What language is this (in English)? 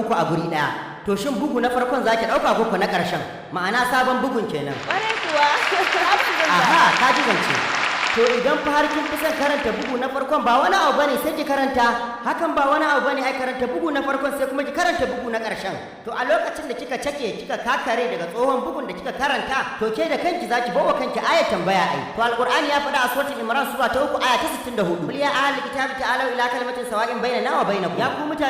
Hausa